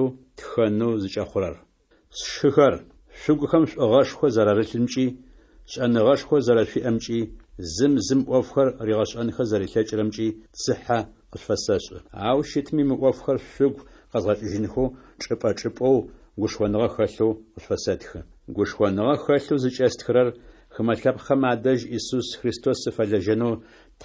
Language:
Adyghe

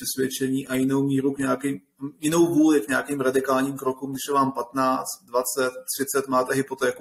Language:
Czech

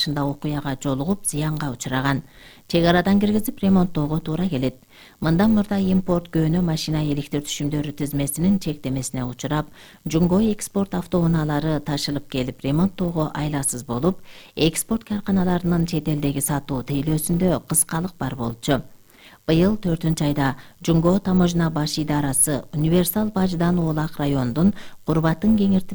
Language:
Kyrgyz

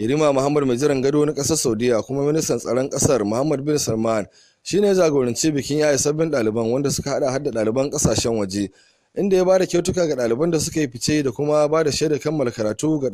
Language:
Hausa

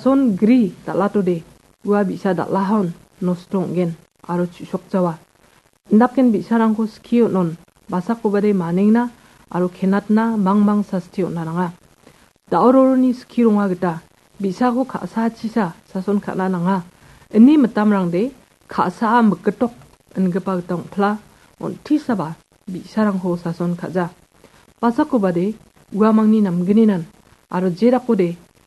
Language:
Garo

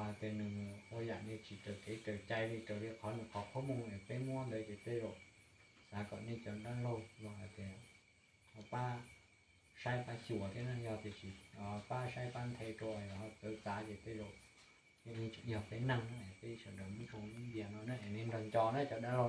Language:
Hmong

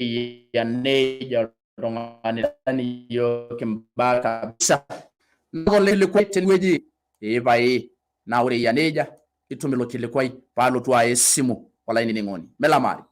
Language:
Masai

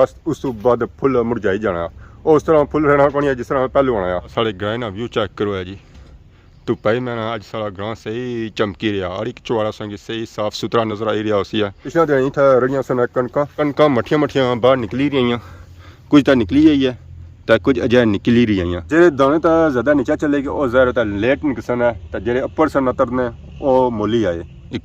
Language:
Pahari-Potwari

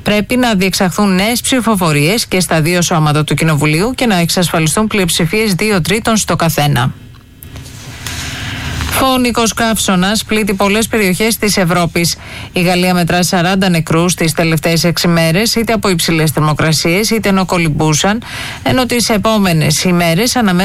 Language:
Greek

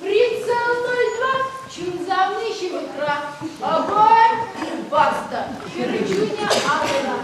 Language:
Chuvash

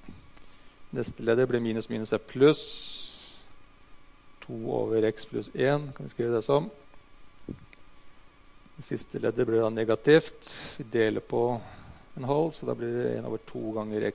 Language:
Norwegian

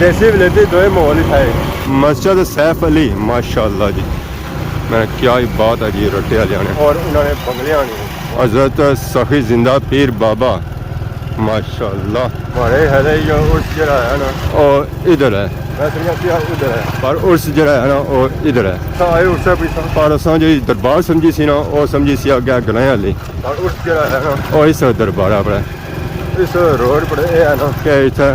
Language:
Pahari-Potwari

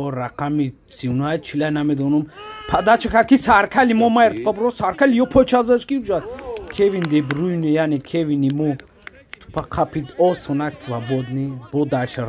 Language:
Tajik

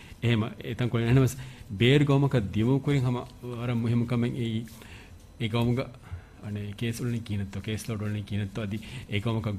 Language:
Divehi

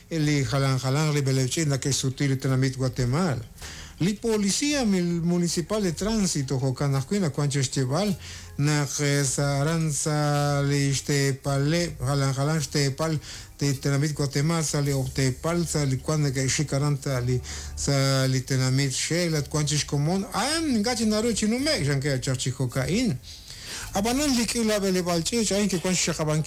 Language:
Kekchí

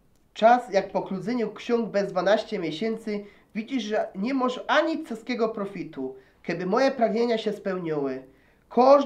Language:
Silesian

